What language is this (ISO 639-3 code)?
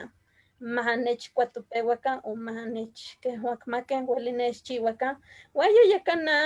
nhe